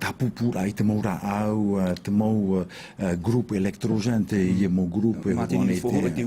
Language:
Tahitian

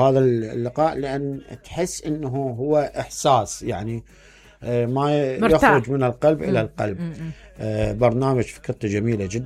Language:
Mesopotamian Arabic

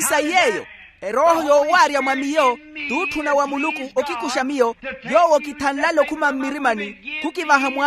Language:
Makhuwa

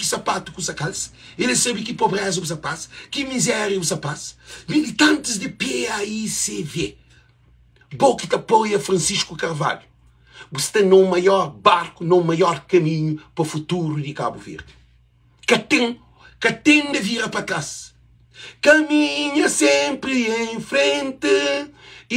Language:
Kabuverdianu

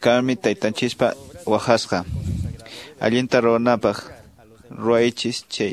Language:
Quechua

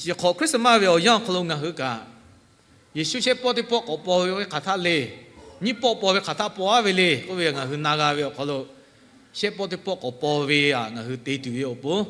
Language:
Lahu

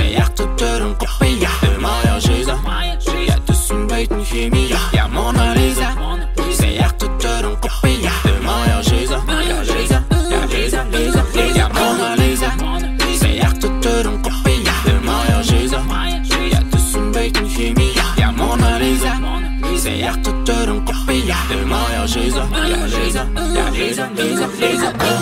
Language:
Kazakh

